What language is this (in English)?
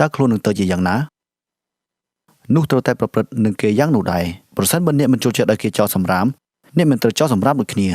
Khmer